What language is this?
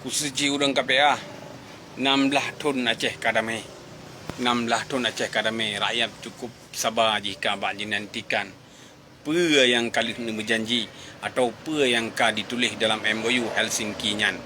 Achinese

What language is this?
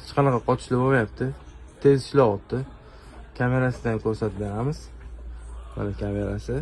Uzbek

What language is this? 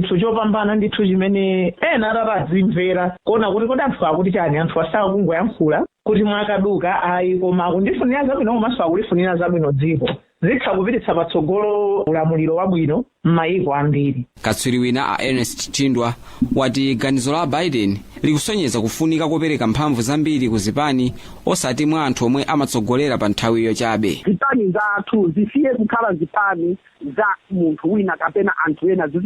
Nyanja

